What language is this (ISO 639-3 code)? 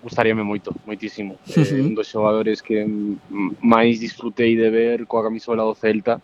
glg